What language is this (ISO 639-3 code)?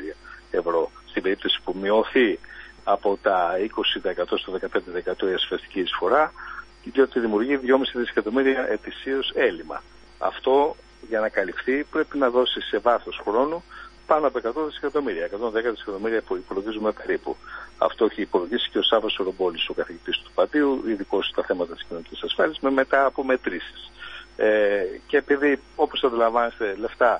ell